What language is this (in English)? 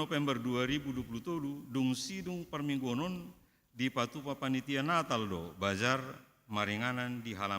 Batak Toba